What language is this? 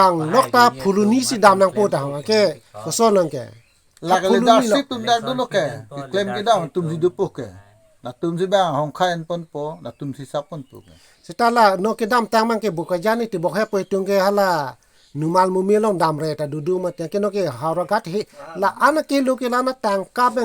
Karbi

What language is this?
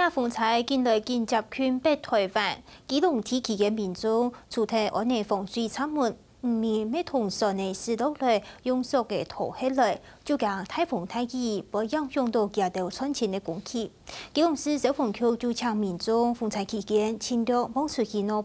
Hakka Chinese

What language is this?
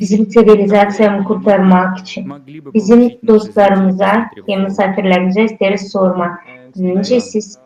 Gagauz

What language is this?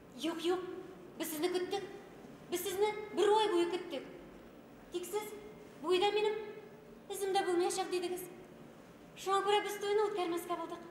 Bashkir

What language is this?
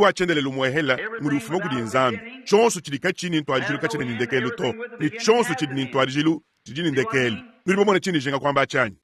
Luba-Lulua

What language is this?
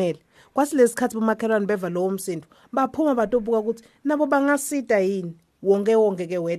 Swati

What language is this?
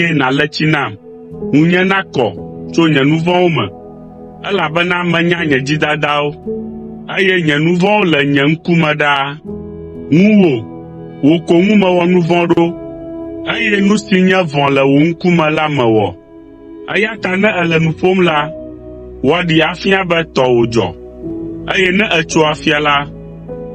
Ewe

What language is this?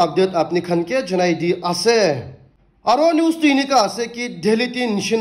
Naga Pidgin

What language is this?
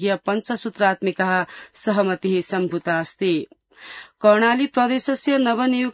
Sanskrit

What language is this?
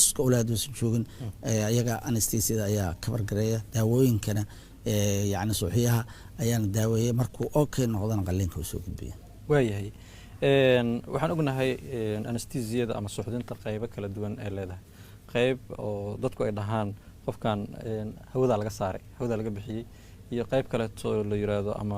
Somali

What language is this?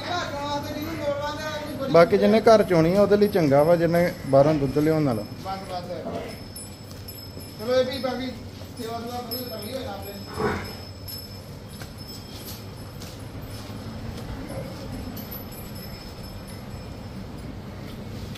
Punjabi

